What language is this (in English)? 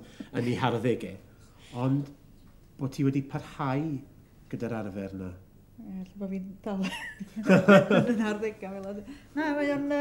Welsh